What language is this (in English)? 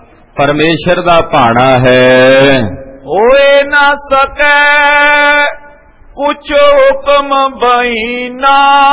Punjabi